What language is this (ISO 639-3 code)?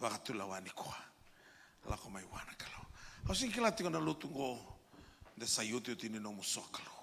fij